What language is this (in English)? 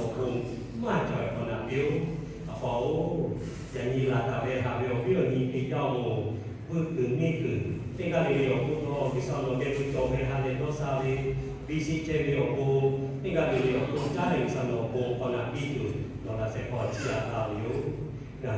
Lahu